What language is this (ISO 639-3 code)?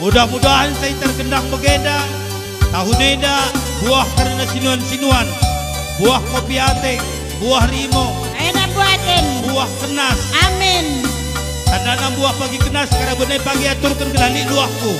btx